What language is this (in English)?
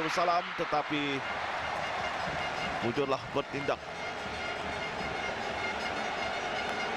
Malay